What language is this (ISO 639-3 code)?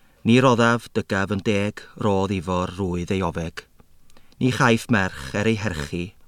cym